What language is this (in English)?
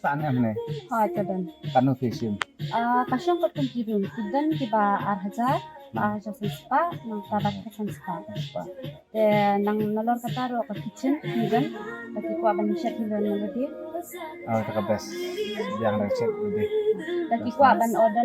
Khasi